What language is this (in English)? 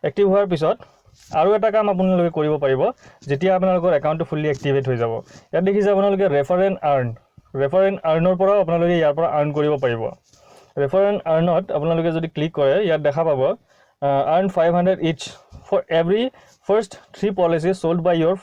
Assamese